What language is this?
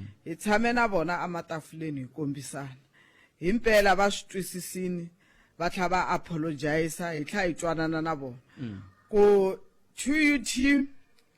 Tsonga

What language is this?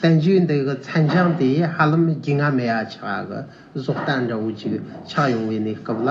Tibetan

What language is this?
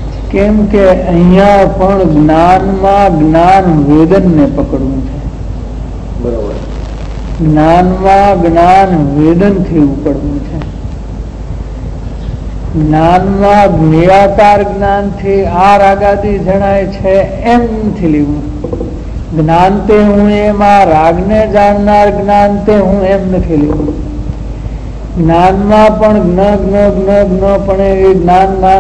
Gujarati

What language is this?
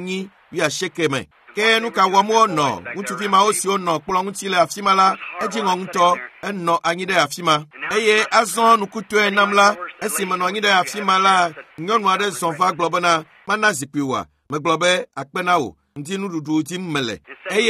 Ewe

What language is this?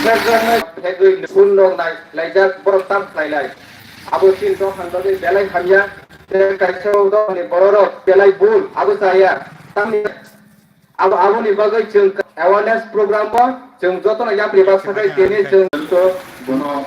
Kok Borok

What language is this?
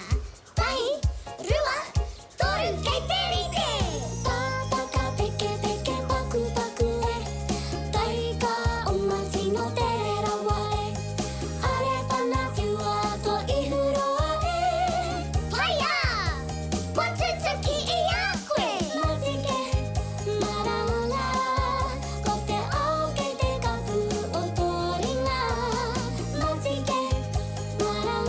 Māori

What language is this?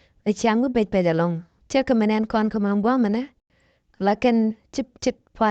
Nuer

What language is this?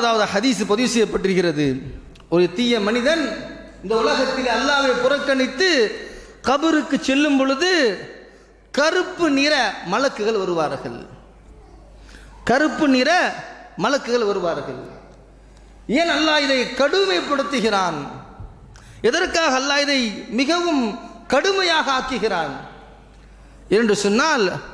Tamil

